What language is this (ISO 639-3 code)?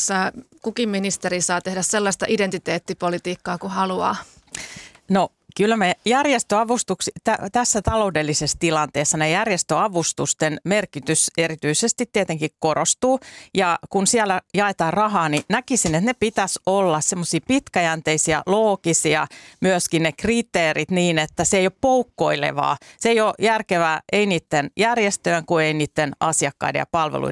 fin